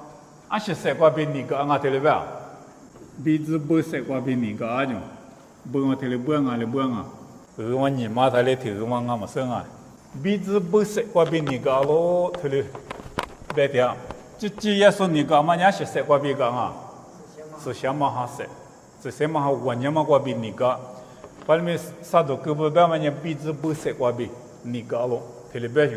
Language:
Lisu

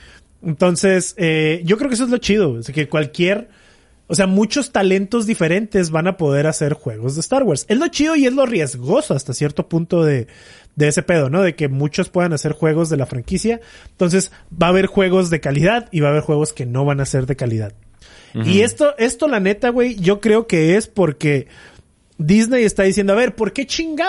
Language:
Spanish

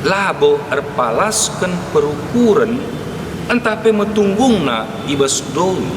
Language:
Batak Karo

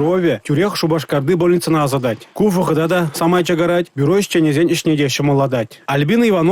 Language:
Chuvash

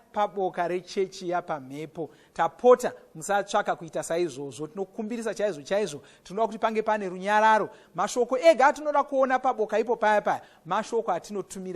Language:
Shona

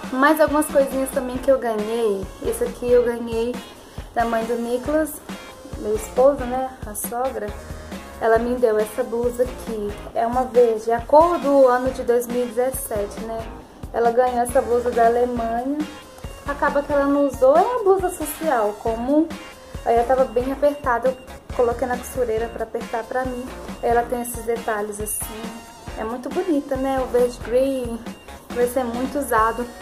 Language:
Portuguese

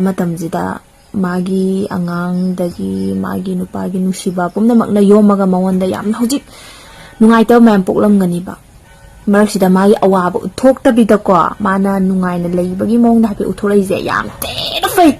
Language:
Manipuri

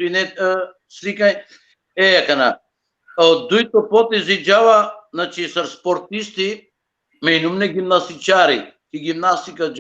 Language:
Balkan Romani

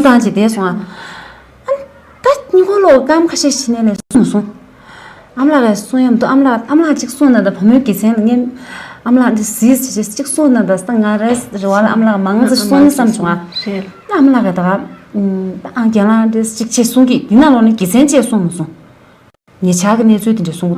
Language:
Tibetan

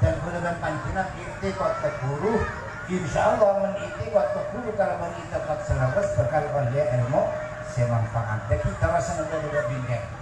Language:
Madurese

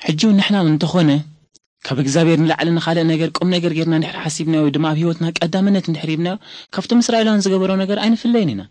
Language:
Tigrinya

